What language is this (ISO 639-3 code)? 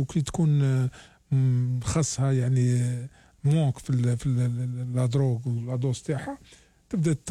arq